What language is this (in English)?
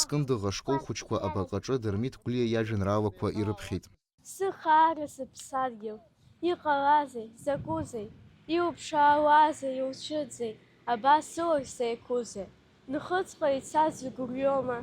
Abkhazian